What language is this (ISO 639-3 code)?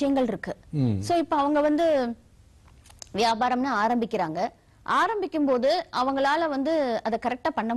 tam